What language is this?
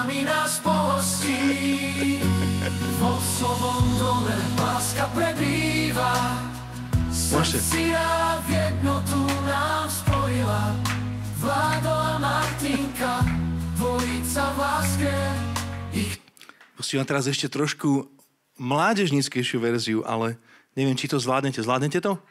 Slovak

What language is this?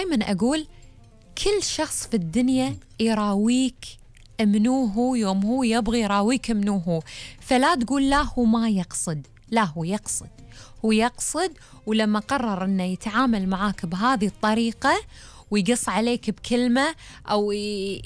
Gulf Arabic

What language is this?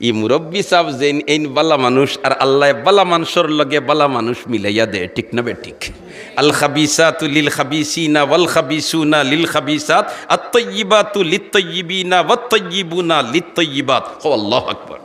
Sylheti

